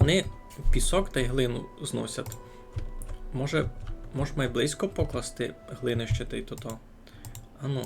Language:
Rusyn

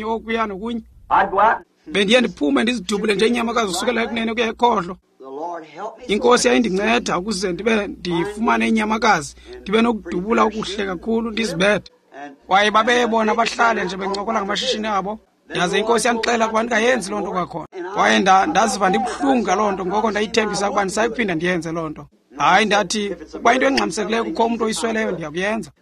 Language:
Xhosa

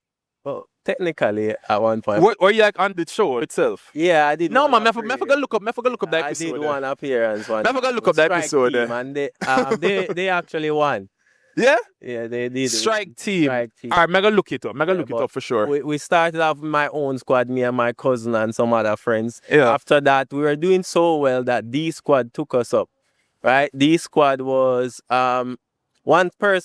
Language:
Jamaican Creole English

